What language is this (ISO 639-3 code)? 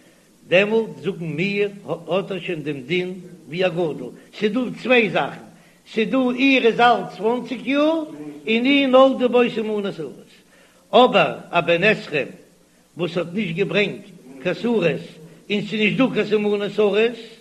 yid